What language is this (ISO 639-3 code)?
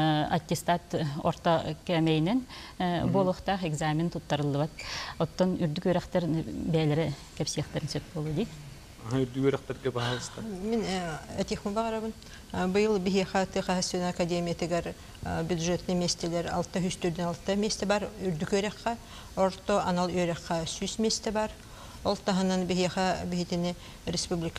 sah